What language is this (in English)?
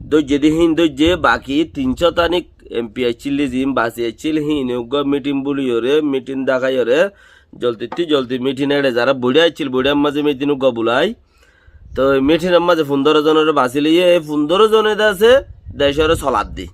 Rohingya